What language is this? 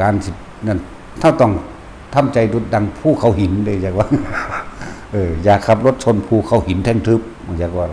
Lao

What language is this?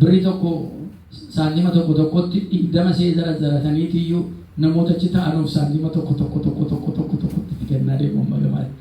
Oromo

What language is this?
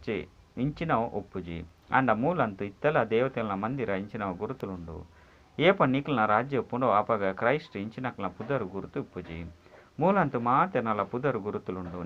Tulu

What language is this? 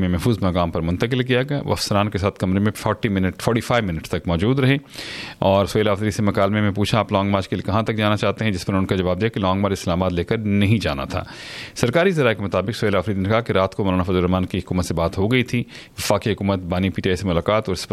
Urdu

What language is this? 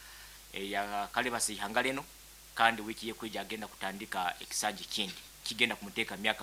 Nyankole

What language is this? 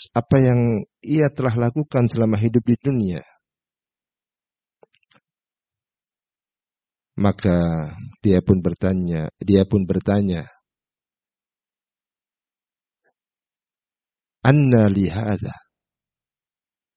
Indonesian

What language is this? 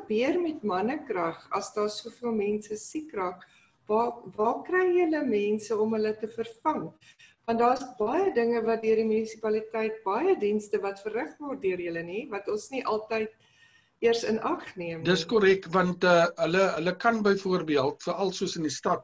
Afrikaans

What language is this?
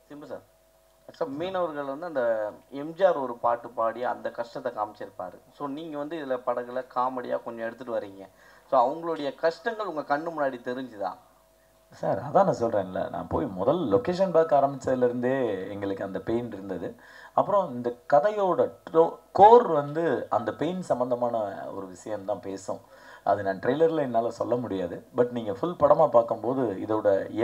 Tamil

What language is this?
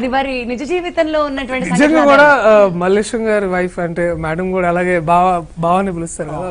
Telugu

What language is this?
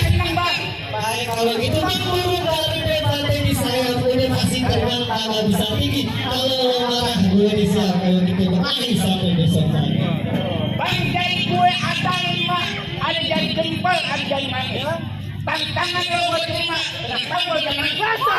Betawi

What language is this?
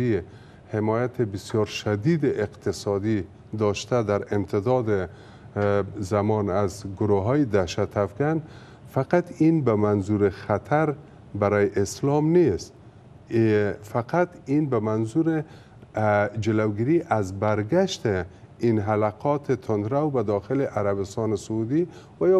Persian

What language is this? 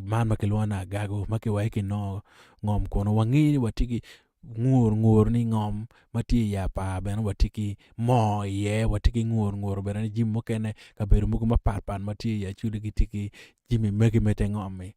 Acoli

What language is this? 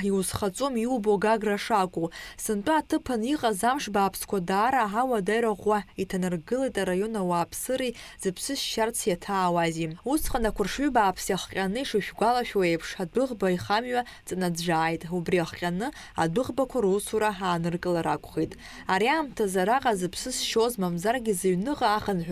Abkhazian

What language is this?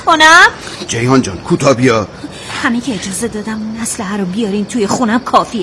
Persian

